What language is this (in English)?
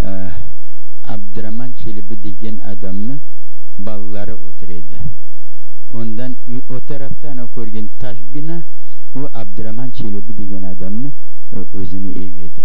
Crimean Tatar